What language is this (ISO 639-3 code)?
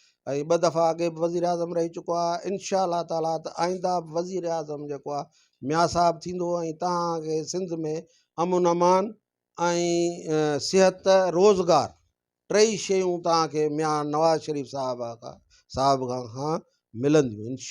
snd